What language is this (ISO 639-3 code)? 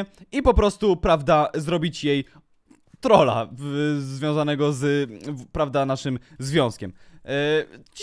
pol